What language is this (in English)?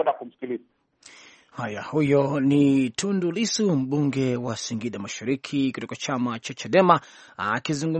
Swahili